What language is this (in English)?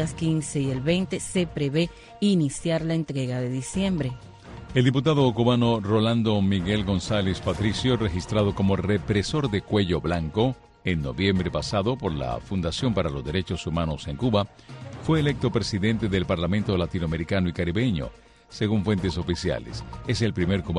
Spanish